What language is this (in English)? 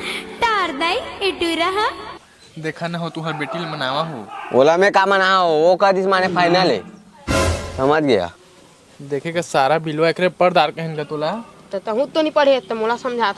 Chhattisgarhi